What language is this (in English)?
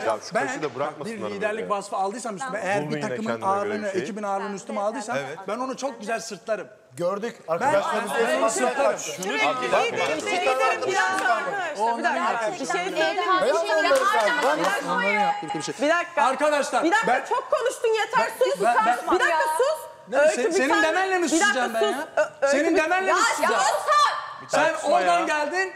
Turkish